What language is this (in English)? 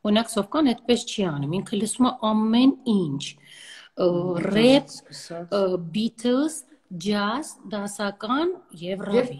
Armenian